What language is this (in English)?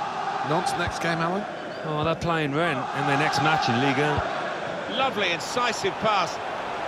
English